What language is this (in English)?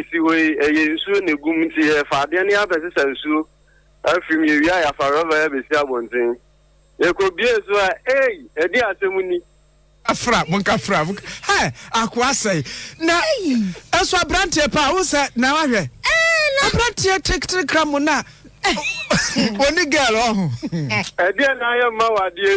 Akan